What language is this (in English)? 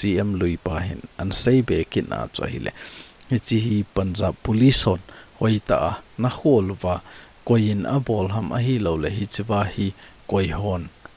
Thado Chin